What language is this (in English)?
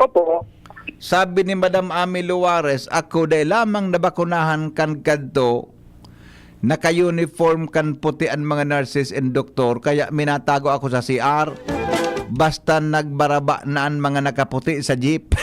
Bikol